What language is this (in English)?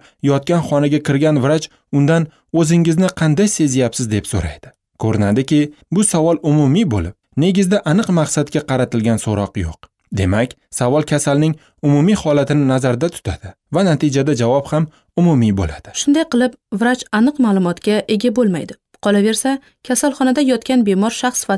Uzbek